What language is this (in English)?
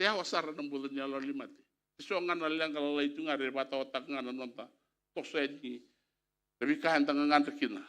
Fijian